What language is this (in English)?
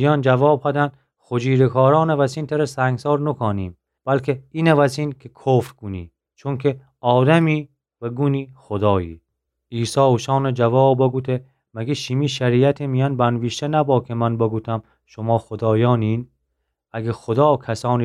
Gilaki